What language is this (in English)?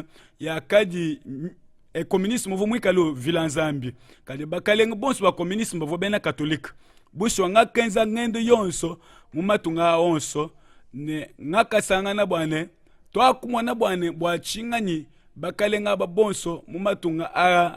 Luba-Lulua